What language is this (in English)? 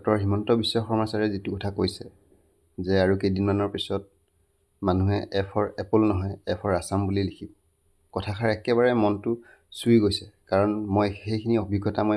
Assamese